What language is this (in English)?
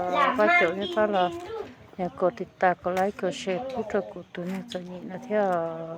Hmong